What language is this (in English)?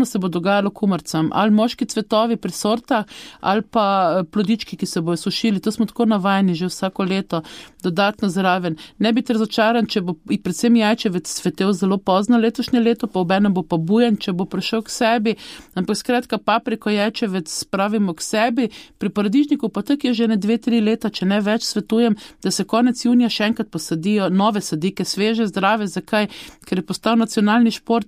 Slovenian